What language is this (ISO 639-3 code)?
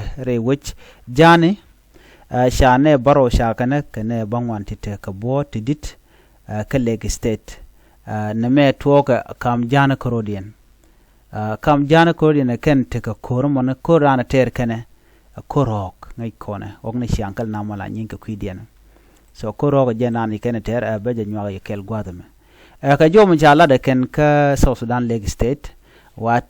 nus